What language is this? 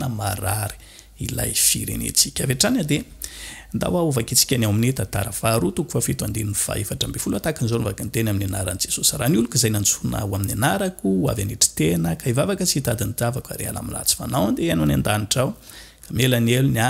Malagasy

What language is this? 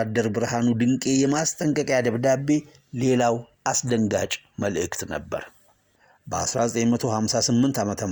Amharic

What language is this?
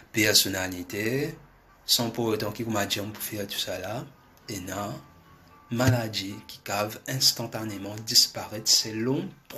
Morisyen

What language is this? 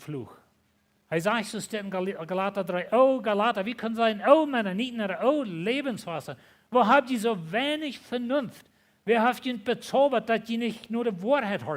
Plautdietsch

